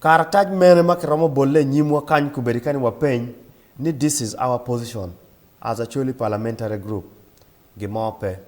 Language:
Acoli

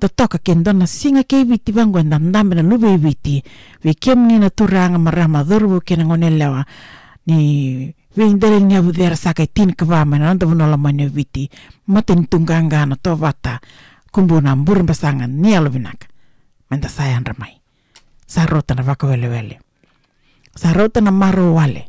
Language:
Fijian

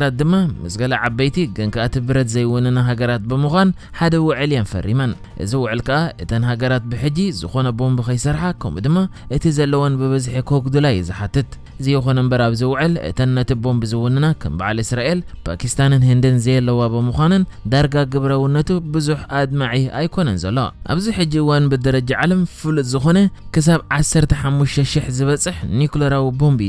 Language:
Tigrinya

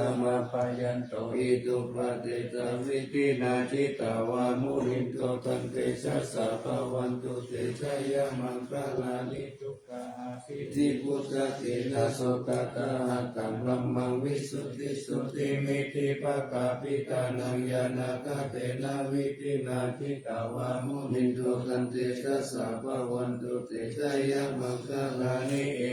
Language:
Pali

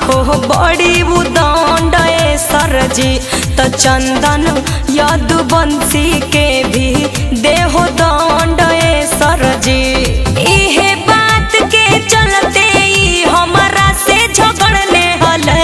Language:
Magahi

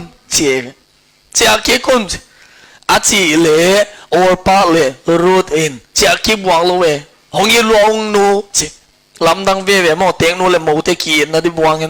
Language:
Tedim Chin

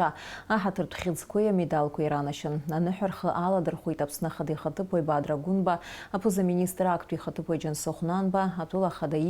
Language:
Abkhazian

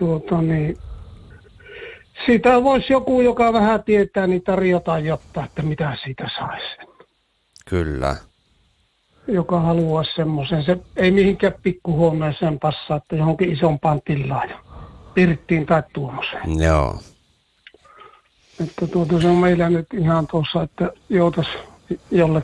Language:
Finnish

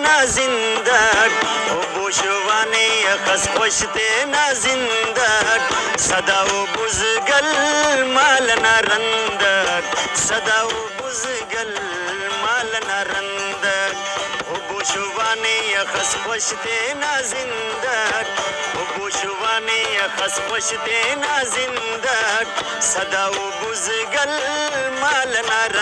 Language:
Brahui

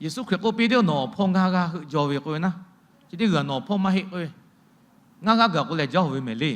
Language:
Lahu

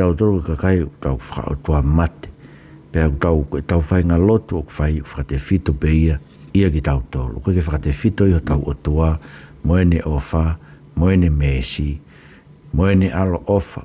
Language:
Tongan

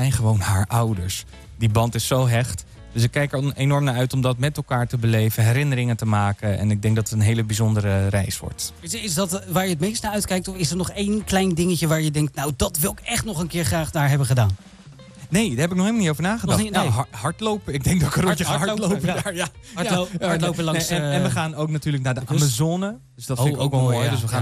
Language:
Dutch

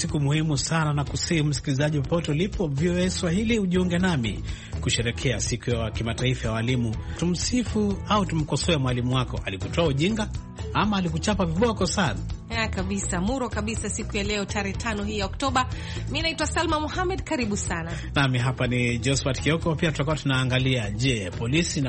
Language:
Swahili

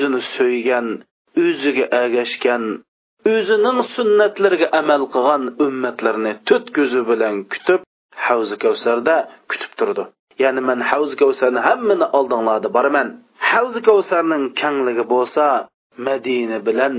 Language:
Uyghur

